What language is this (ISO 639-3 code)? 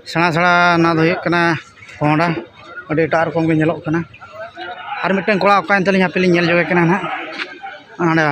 sat